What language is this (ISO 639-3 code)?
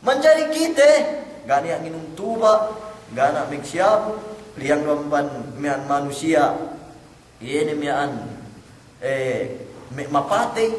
yka